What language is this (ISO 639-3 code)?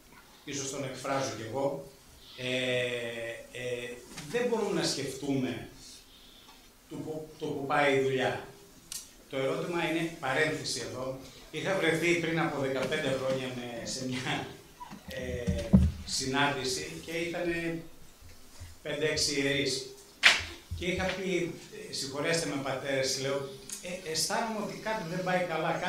ell